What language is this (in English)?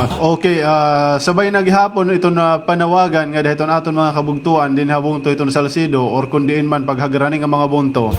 Waray